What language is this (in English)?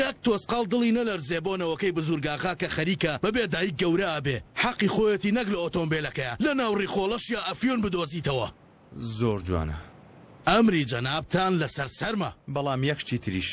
Central Kurdish